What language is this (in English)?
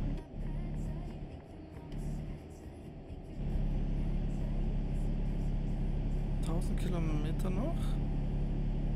German